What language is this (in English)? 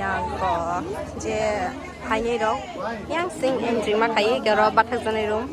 Kok Borok